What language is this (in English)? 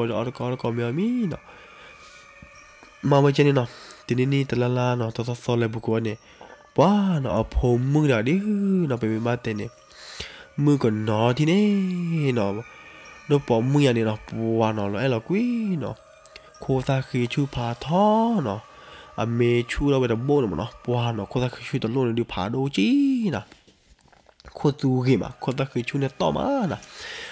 S'gaw Karen